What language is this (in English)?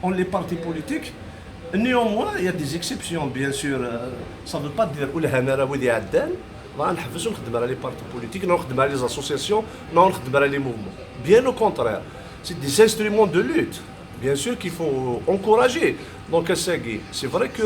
Kabyle